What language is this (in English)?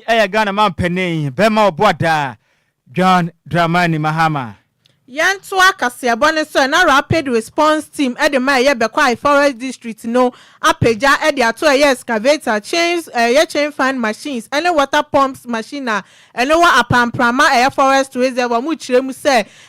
Akan